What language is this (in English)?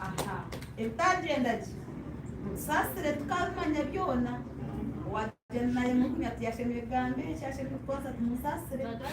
Nyankole